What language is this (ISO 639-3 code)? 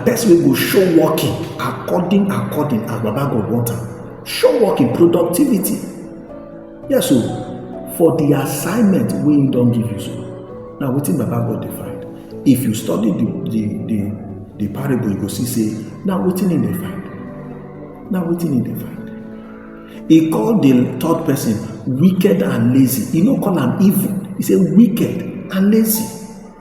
pcm